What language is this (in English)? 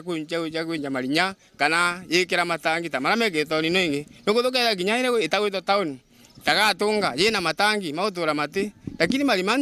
Meru